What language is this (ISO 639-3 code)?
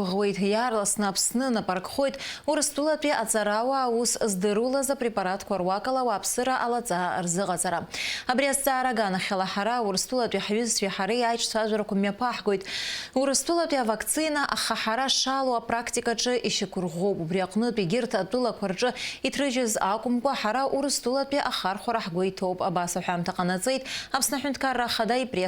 abk